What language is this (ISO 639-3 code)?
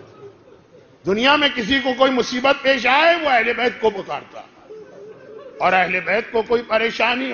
urd